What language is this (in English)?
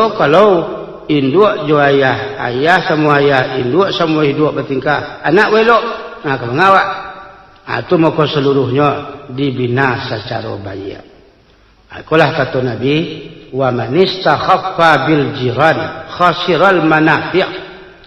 Minangkabau